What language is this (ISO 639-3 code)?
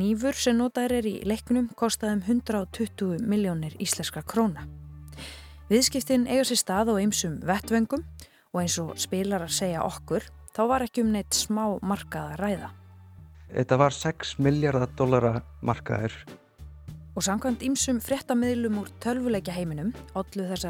isl